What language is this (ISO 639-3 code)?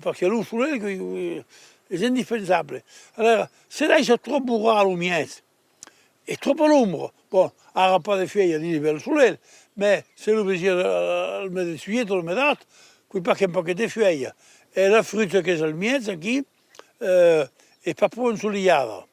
oci